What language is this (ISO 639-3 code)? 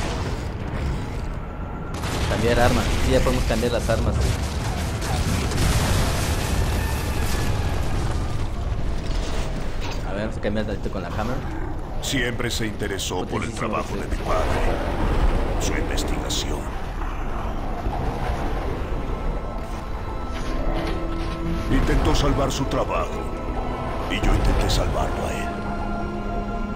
spa